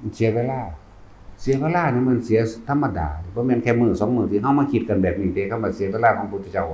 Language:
Northeastern Thai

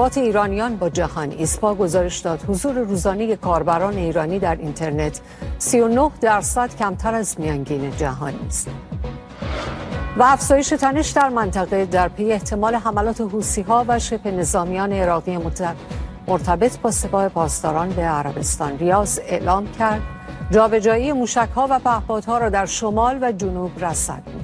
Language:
Persian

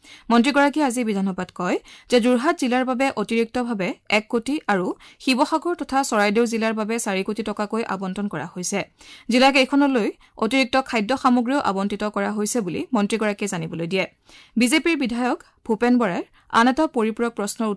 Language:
Assamese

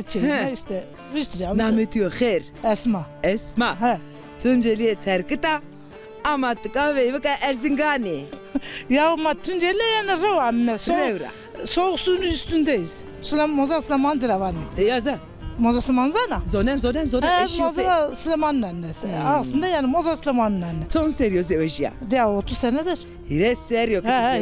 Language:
Zaza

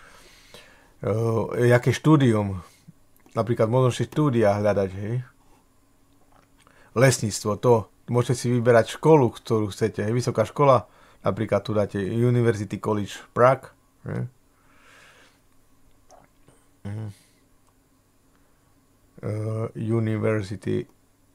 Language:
Slovak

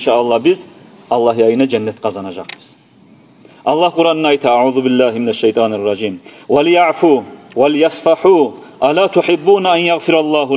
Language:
Kumyk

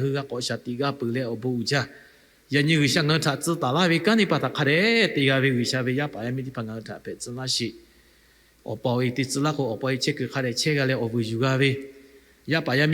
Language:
Lahu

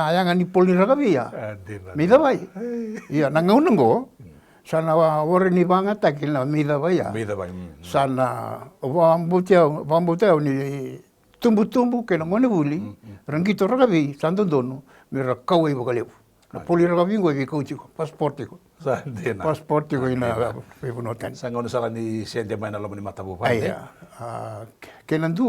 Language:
Fijian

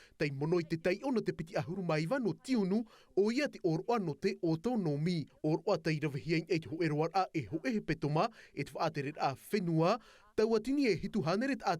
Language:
Tahitian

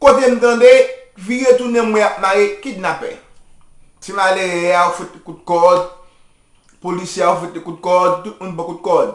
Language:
Haitian Creole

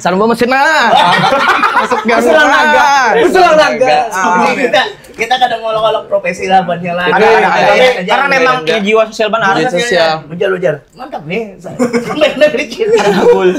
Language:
Banjar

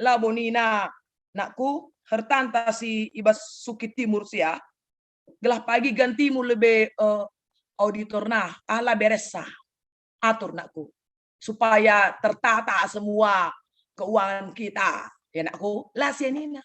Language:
Batak Karo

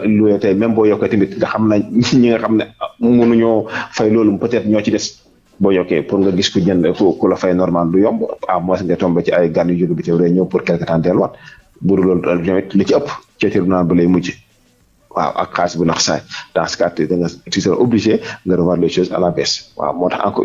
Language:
Wolof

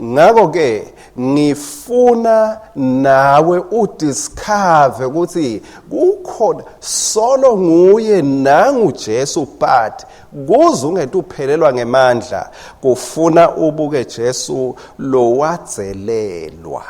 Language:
Swati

